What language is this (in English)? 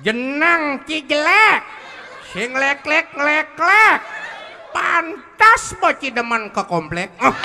Balinese